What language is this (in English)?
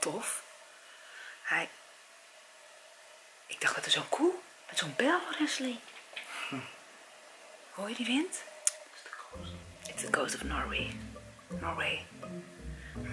Dutch